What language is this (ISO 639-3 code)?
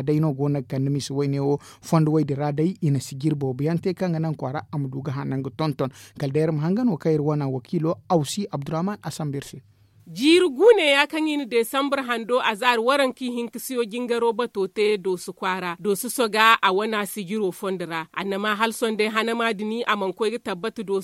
dje